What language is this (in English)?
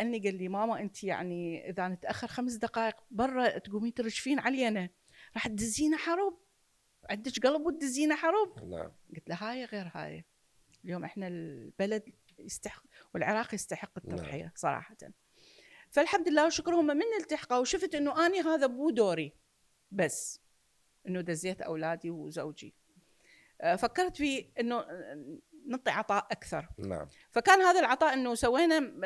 Mesopotamian Arabic